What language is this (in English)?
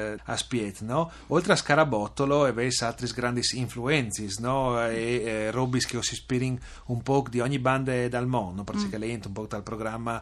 Friulian